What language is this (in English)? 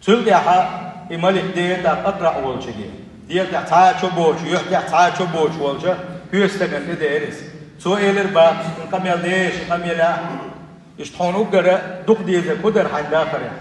Chechen